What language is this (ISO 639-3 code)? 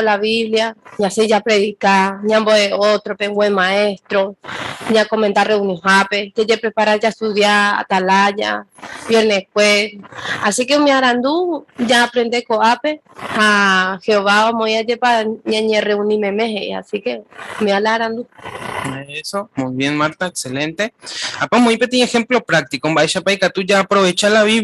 grn